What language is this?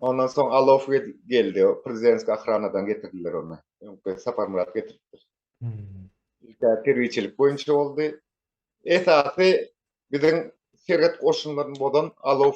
Turkmen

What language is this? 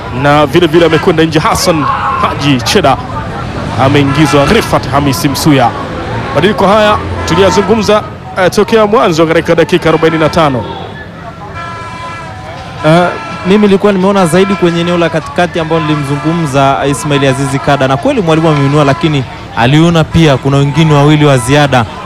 Swahili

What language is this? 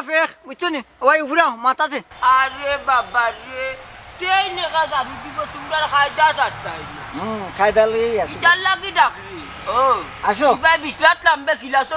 Sylheti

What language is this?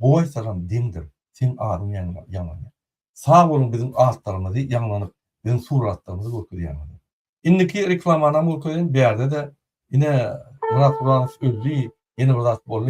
Turkmen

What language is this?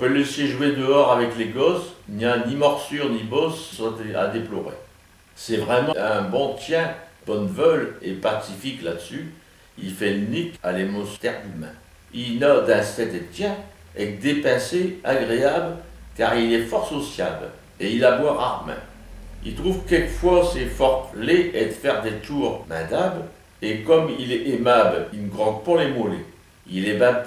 Picard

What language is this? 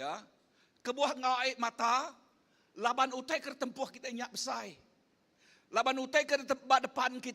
Iban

